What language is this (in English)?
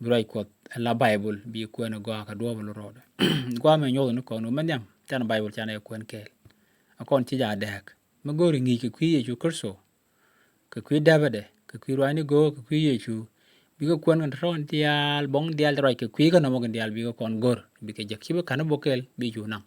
Nuer